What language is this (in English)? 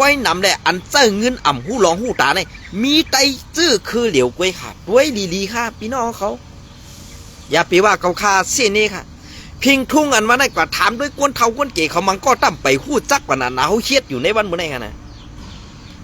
Shan